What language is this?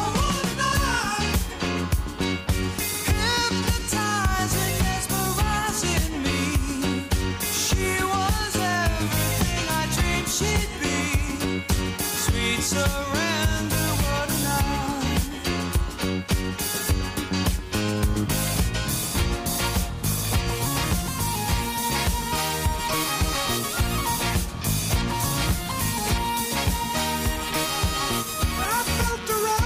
English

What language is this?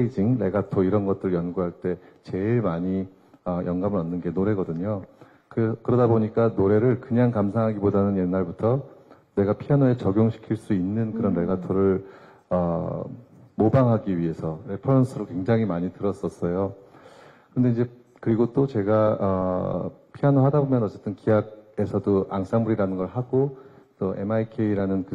Korean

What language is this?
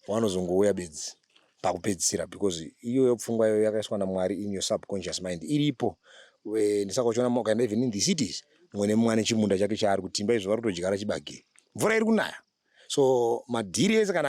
Shona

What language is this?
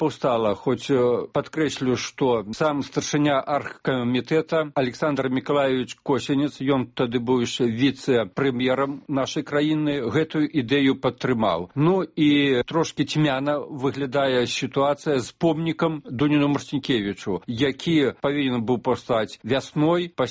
Belarusian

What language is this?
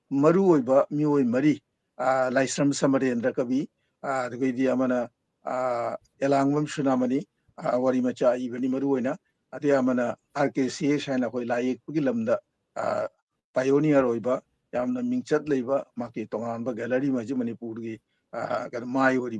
Manipuri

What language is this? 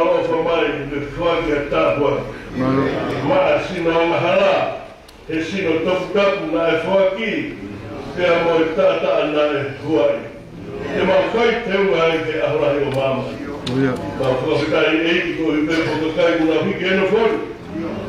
Tongan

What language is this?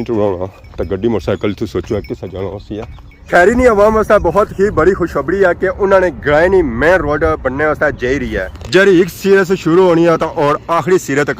Pahari-Potwari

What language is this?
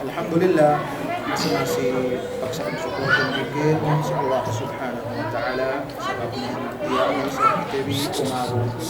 Yakan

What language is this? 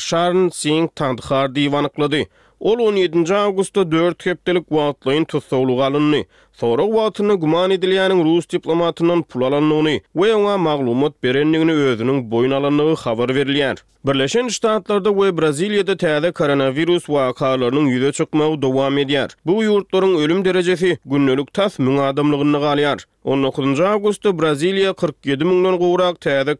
Turkmen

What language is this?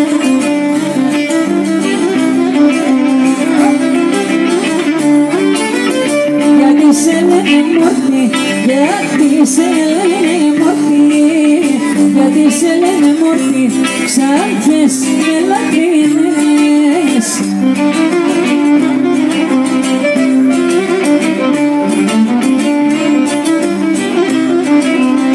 Greek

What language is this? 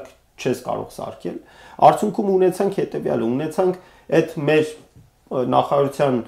Armenian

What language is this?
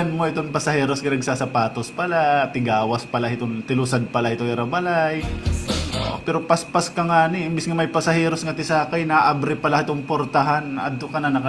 Waray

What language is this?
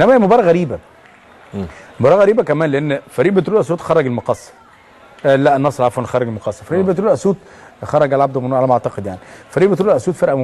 Egyptian Arabic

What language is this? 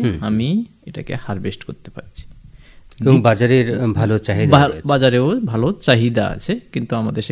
Bangla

